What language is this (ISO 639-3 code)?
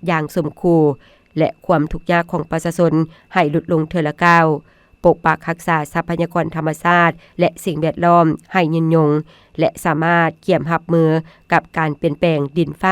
lao